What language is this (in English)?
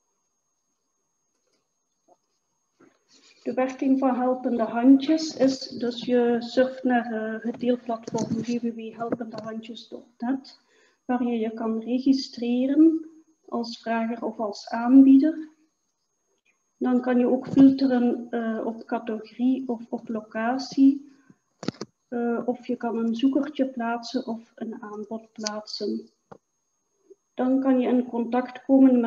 Dutch